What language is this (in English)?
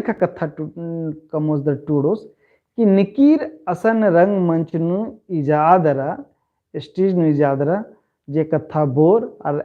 Kurukh